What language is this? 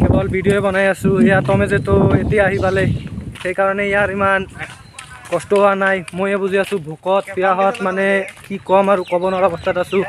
Assamese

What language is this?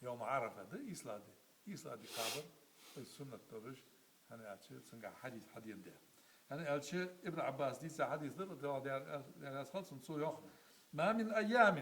Ingush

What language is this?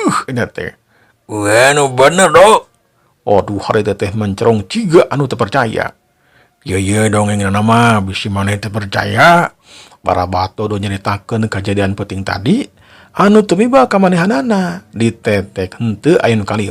Sundanese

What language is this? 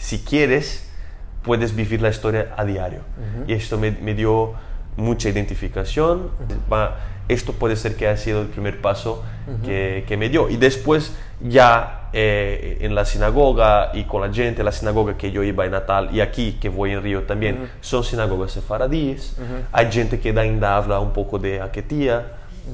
Ladino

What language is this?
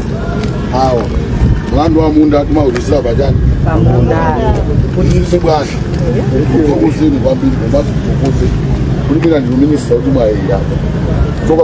Nyanja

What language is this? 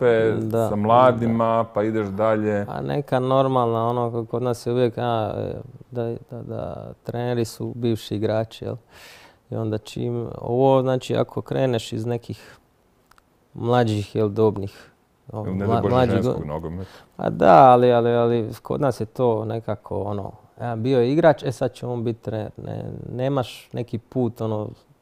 Croatian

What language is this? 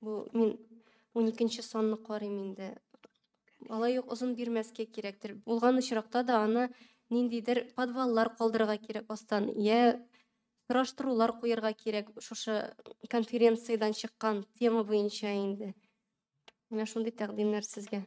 Tatar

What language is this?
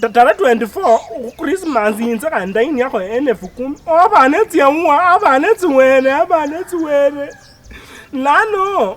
Luyia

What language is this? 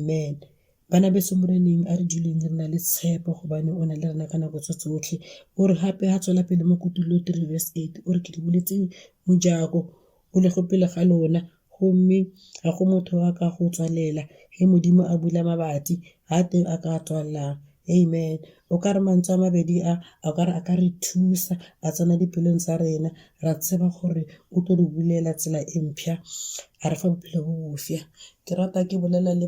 Northern Sotho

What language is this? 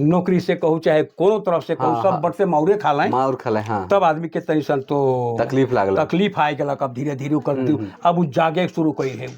Sadri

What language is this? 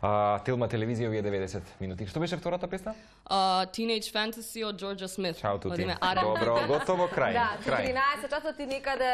Macedonian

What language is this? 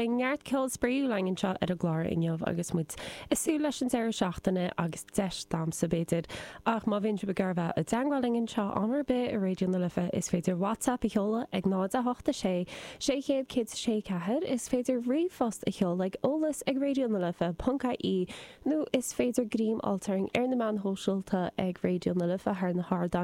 Irish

